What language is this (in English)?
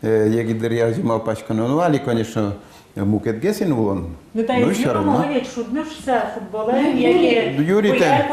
Udmurt